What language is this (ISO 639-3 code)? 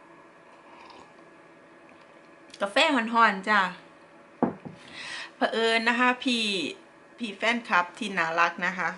tha